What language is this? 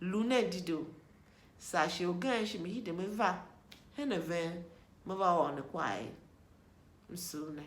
Tiv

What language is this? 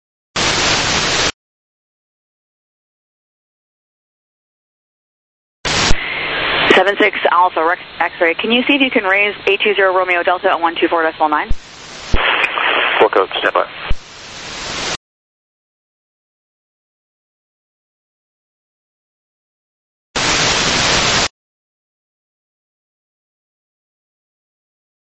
English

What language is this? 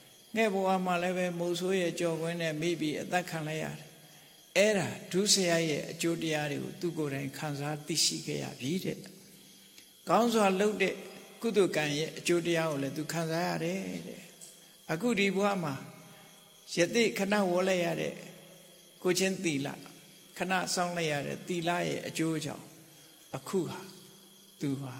Burmese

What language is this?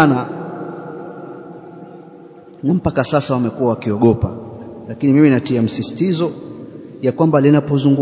Swahili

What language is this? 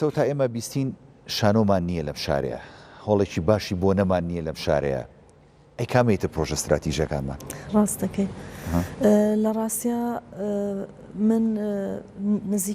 Central Kurdish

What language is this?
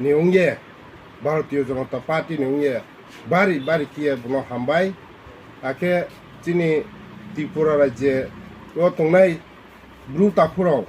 Riang (India)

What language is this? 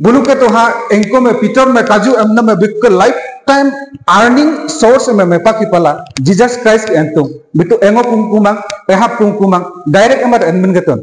Adi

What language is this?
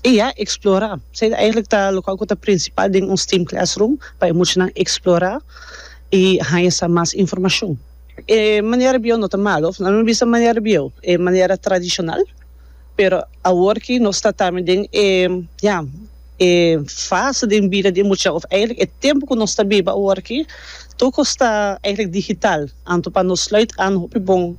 Papiamento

